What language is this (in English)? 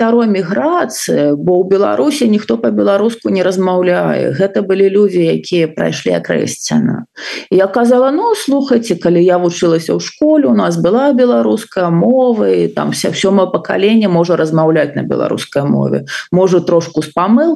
Belarusian